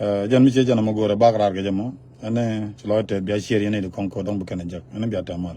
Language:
Nuer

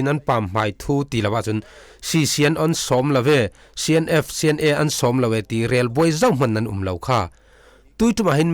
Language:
Falam Chin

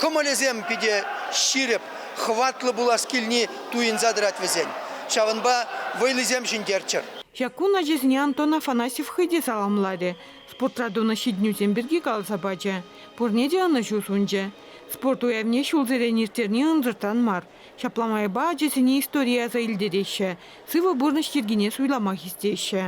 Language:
Chuvash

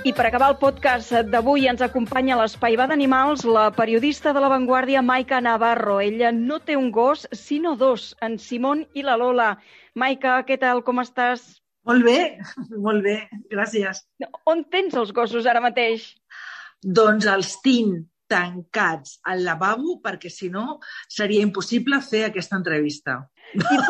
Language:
Catalan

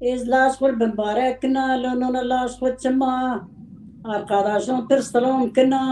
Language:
Zaza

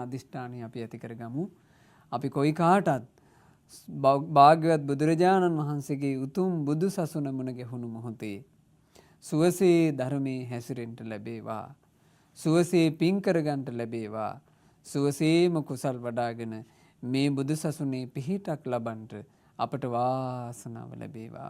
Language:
Sinhala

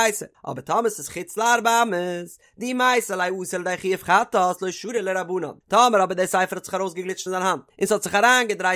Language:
Yiddish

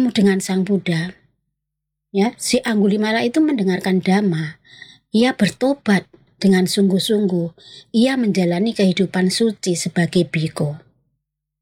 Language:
Indonesian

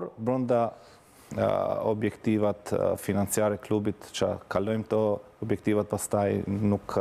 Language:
Albanian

